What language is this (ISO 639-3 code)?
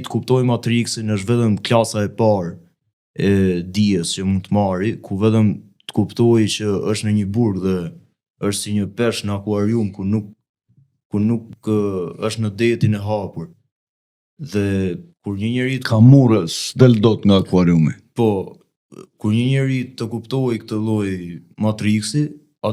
sqi